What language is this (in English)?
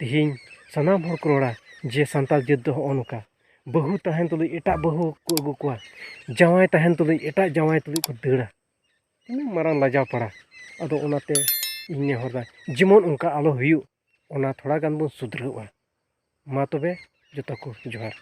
Santali